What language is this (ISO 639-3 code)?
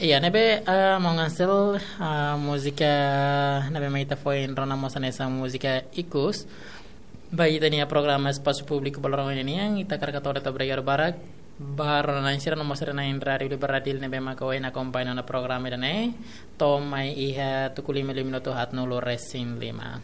tet